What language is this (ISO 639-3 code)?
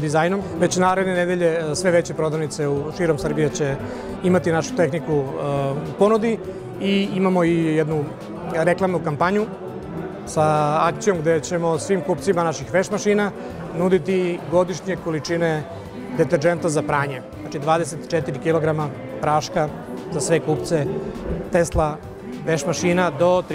srp